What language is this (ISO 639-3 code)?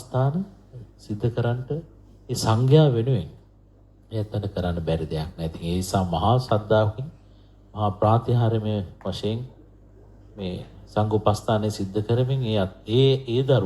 sin